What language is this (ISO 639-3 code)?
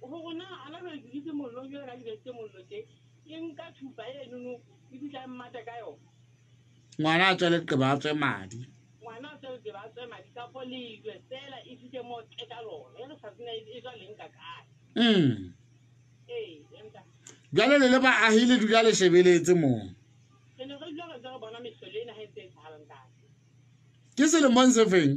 sot